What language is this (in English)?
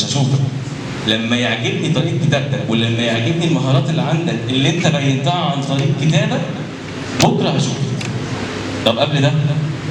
Egyptian Arabic